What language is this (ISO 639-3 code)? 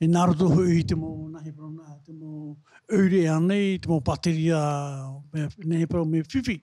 tah